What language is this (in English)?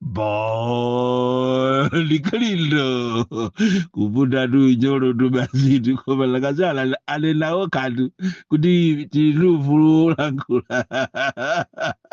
Nyanja